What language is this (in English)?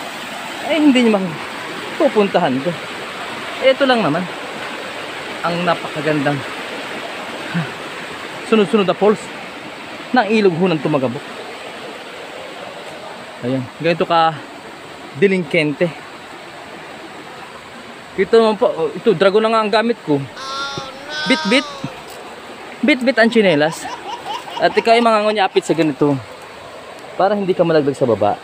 Filipino